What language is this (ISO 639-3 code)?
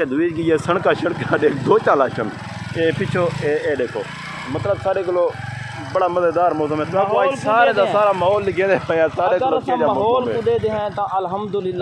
skr